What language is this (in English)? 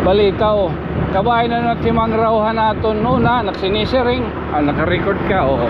Waray